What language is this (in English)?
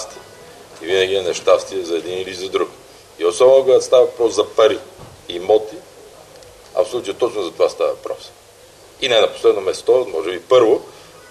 Bulgarian